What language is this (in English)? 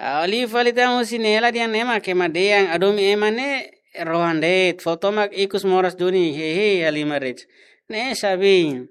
Tetum